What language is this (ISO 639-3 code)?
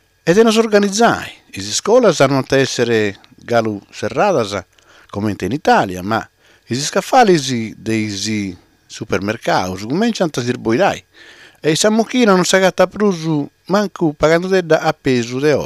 srd